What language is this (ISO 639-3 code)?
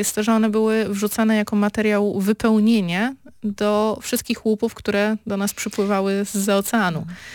pol